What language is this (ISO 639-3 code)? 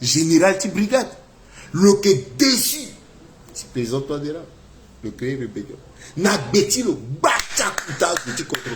sag